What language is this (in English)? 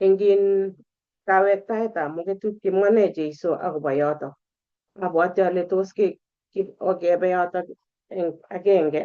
Kalenjin